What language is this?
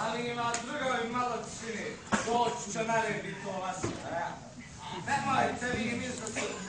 Bosnian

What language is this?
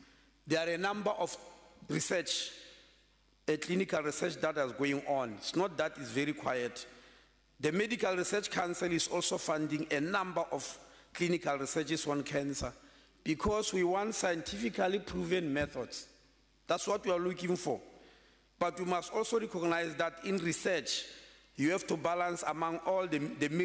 English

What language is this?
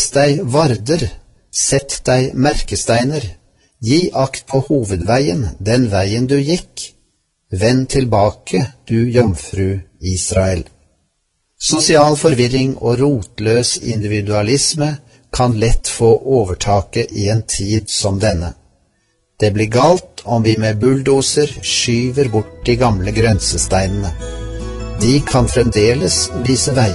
Norwegian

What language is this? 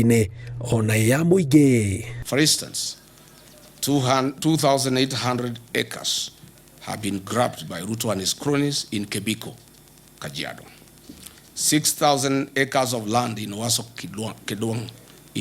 Kikuyu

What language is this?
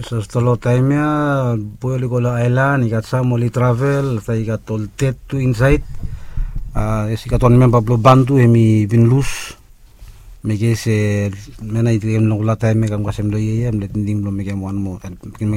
Bislama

